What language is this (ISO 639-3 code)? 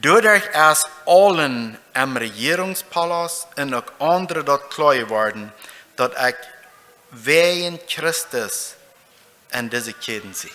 pdt